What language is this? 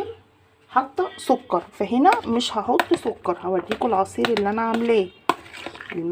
Egyptian Arabic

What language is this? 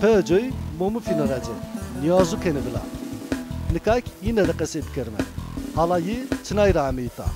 Zaza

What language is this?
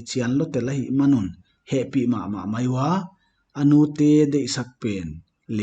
Paite Chin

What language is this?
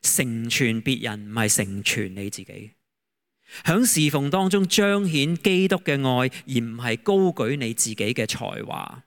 Cantonese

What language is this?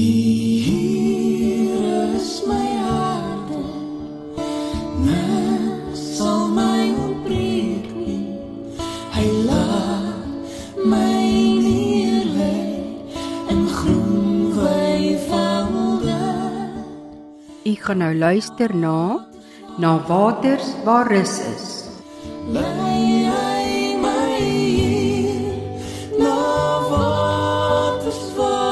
Afrikaans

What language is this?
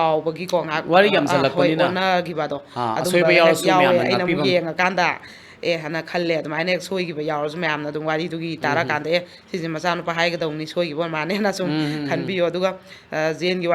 Manipuri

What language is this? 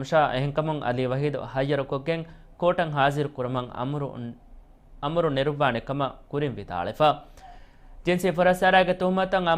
Divehi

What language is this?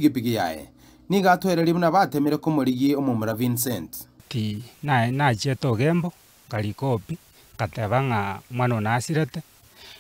Gusii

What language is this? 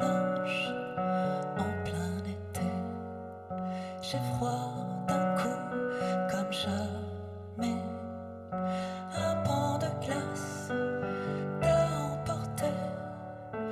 French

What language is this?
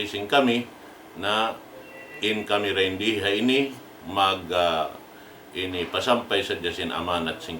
Tausug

